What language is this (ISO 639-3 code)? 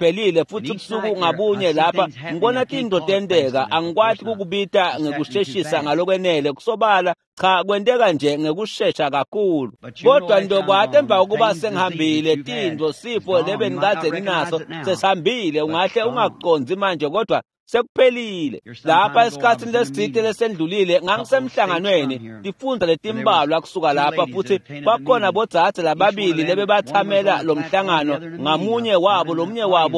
ssw